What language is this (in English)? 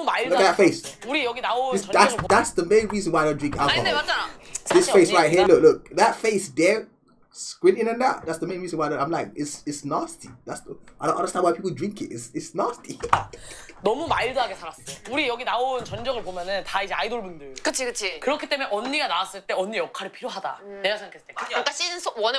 Korean